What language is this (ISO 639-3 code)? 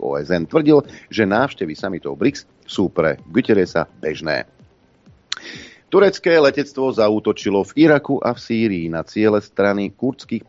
slk